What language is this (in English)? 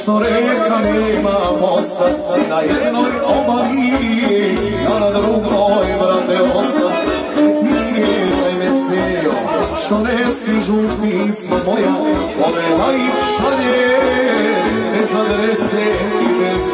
Serbian